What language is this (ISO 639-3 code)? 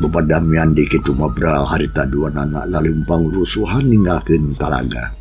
sun